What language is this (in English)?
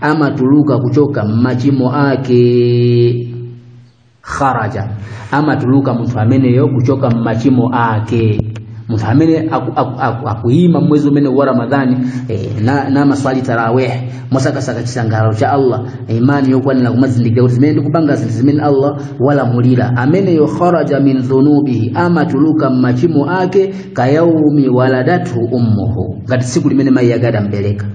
Nyanja